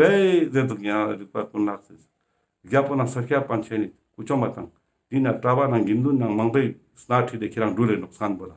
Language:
Ladakhi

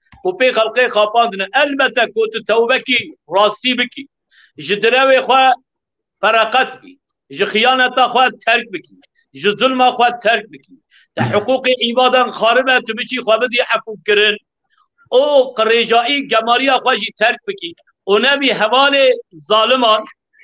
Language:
Kurdish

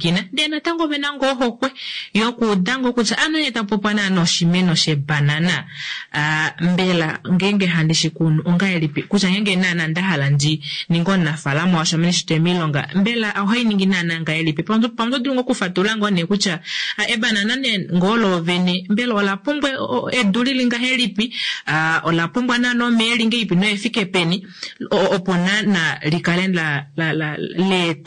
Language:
Kuanyama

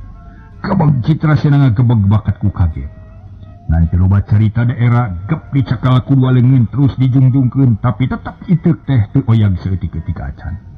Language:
Sundanese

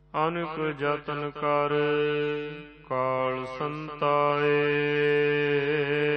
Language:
Punjabi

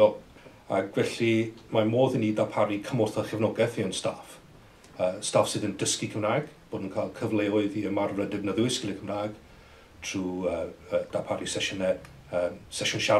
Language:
Welsh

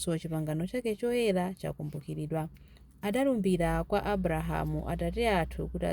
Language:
Nyanja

